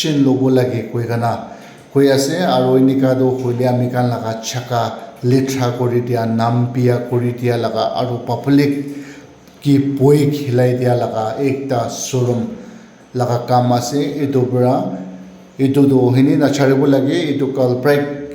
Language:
Naga Pidgin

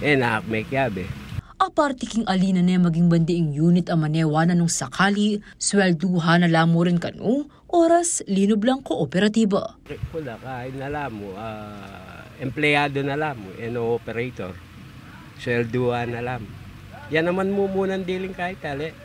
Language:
Pampanga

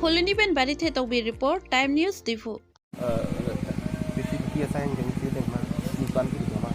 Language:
Karbi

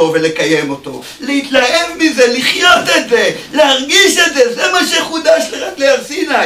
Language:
Hebrew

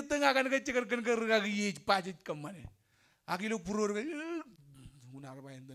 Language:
Marshallese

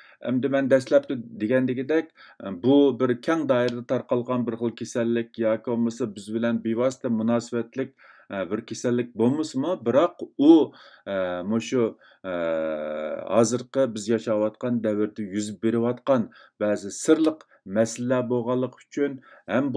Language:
Uyghur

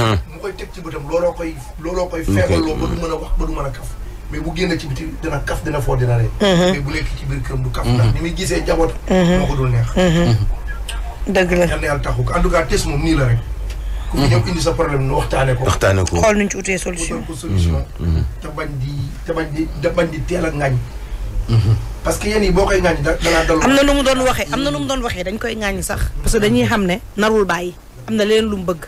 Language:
Wolof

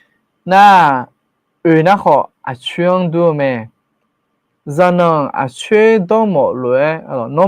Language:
Akha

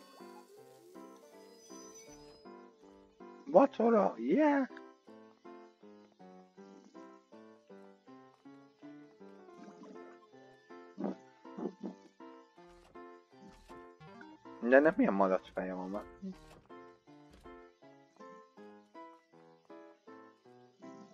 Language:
Hungarian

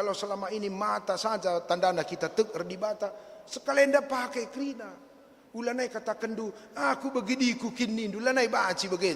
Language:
Batak Karo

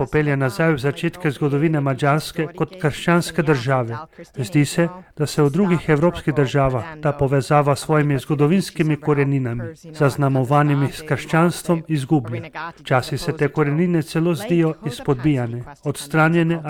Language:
Slovenian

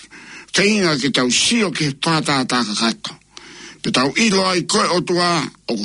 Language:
Tongan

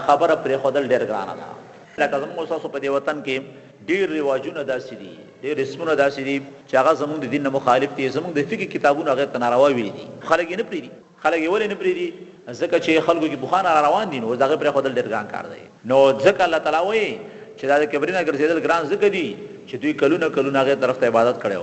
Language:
Pashto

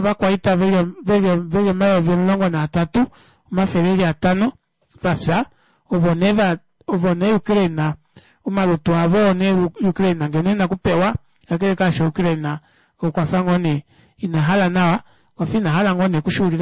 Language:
Kuanyama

